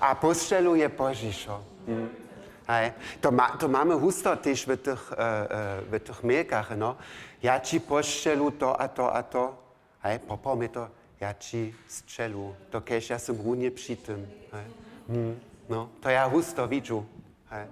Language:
Upper Sorbian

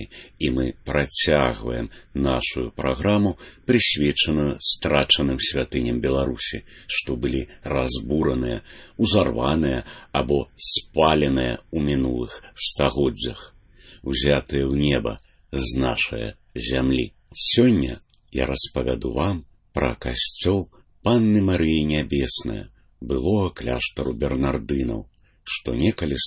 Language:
Belarusian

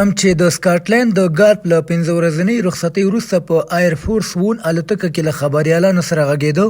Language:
Pashto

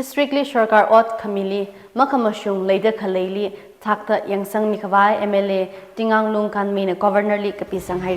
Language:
Tangkhul Naga (India)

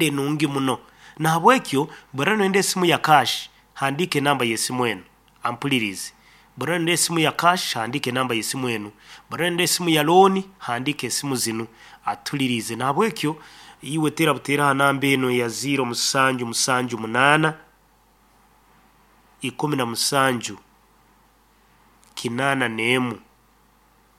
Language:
Nyoro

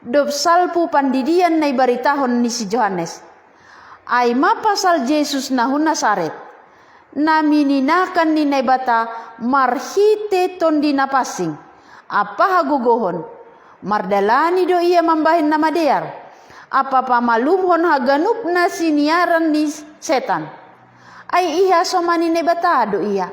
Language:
Batak Simalungun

